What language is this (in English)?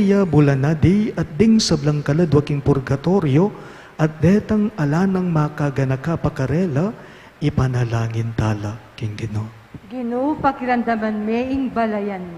Pampanga